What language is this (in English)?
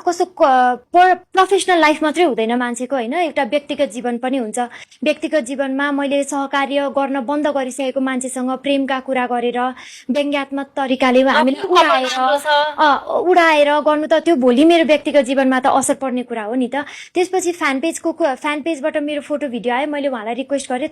Nepali